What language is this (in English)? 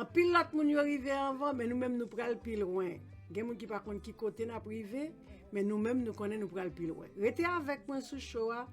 Haitian Creole